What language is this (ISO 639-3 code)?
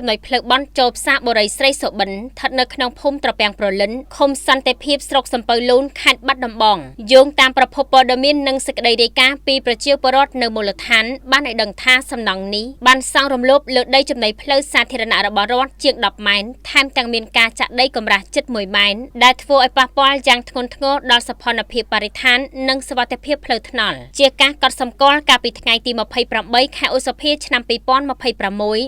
khm